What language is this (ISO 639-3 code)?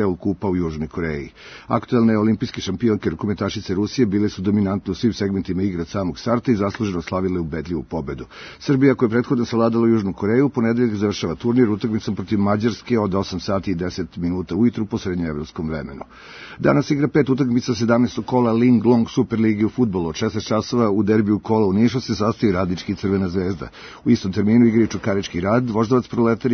srp